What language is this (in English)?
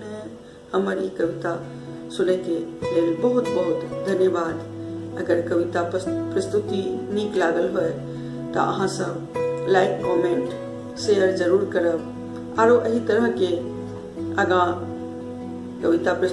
Maithili